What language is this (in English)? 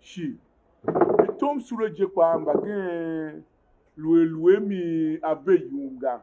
Tiv